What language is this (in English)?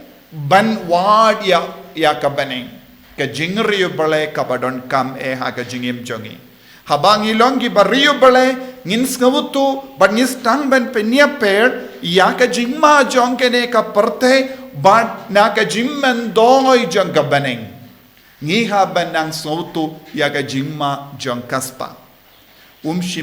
Khasi